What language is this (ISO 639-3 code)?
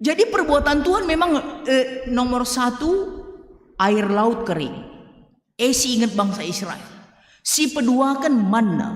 btx